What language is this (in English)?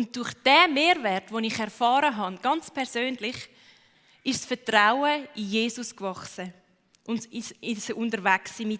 Swiss German